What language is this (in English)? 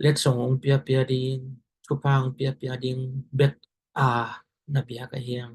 Tedim Chin